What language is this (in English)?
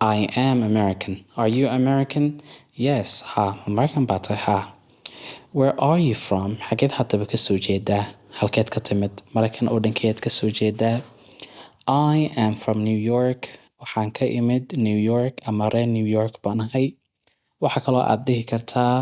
Somali